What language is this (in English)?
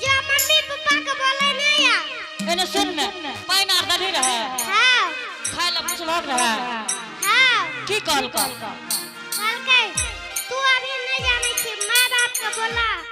Angika